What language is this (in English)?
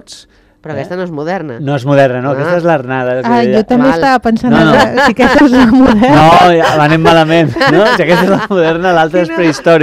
Catalan